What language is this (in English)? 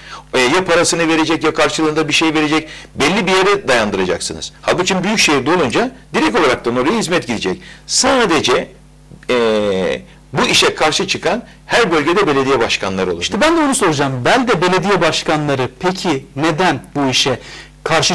Turkish